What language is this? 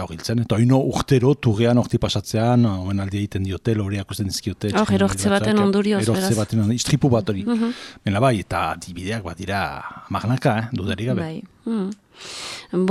Basque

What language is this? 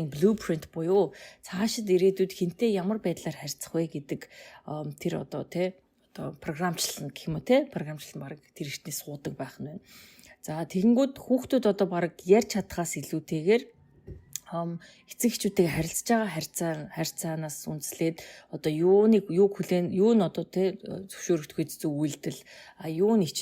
Mongolian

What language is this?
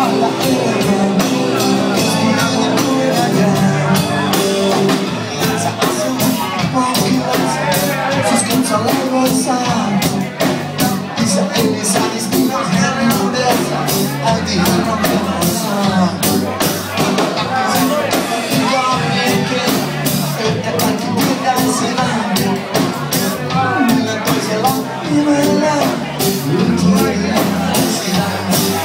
Finnish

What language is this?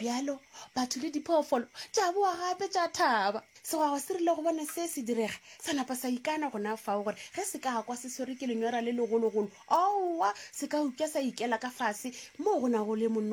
Northern Sotho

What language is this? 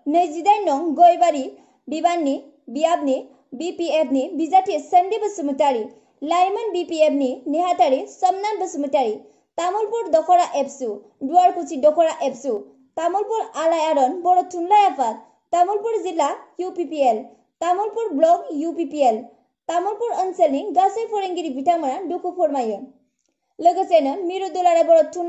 Bodo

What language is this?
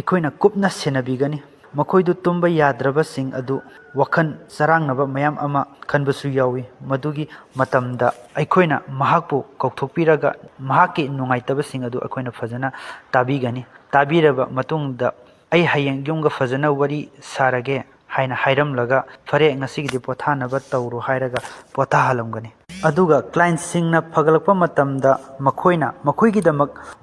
Manipuri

